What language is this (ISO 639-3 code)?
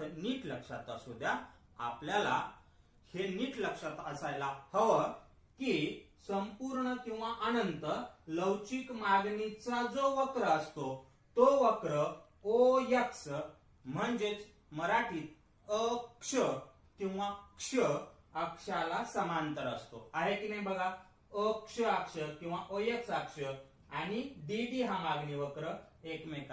mar